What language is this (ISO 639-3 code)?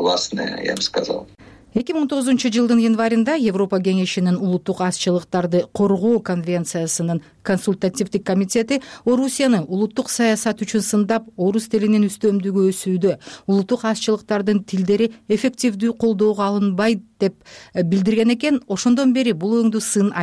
kir